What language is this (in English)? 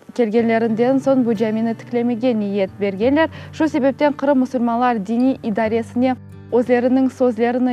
Crimean Tatar